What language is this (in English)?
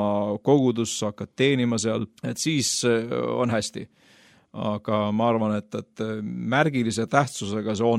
Estonian